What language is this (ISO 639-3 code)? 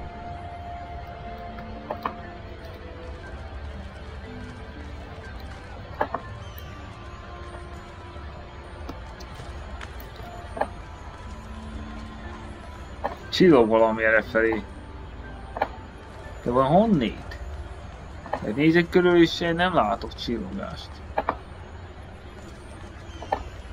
hun